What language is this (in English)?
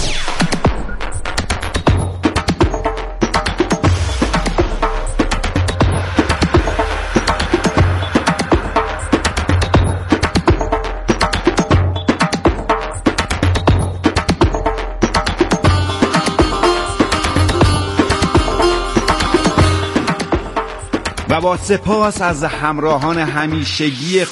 Persian